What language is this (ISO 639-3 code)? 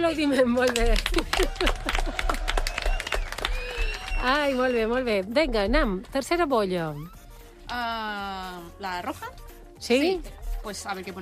cat